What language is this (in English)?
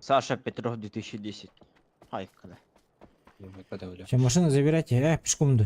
Yakut